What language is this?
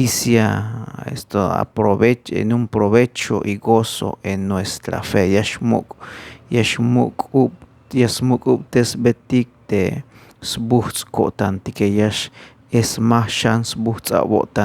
Tzeltal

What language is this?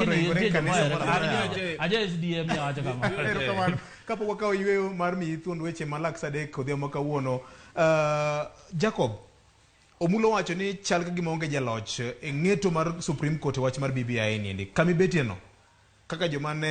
Luo (Kenya and Tanzania)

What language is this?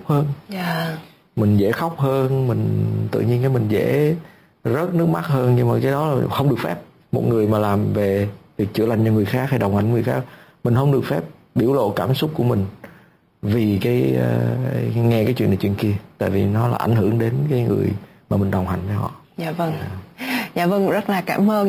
Vietnamese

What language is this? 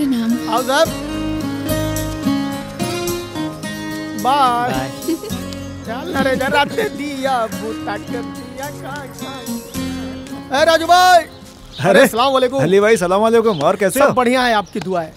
Bhojpuri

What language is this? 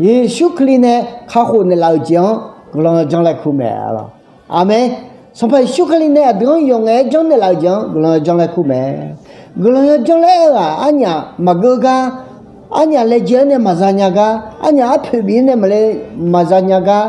Akha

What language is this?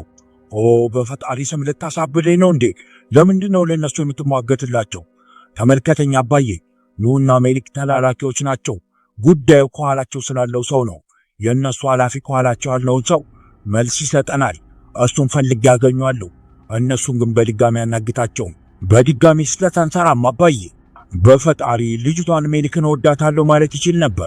Amharic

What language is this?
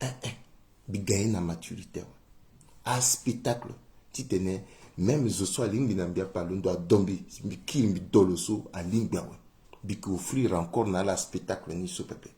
Sango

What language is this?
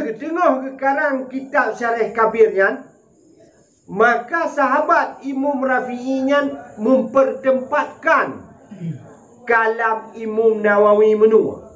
Achinese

